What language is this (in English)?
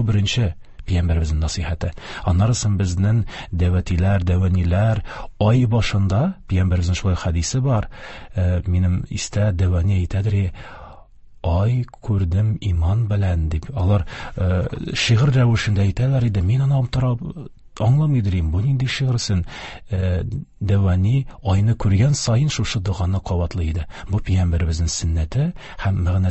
Tatar